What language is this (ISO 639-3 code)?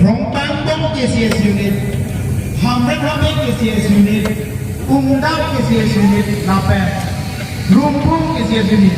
mjw